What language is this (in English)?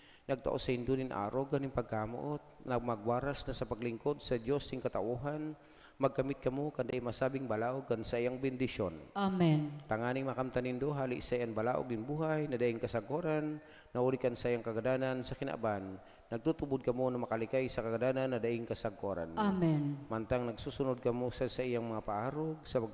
Bikol